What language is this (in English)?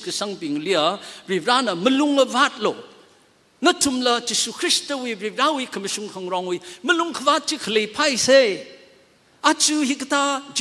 Tangkhul Naga (India)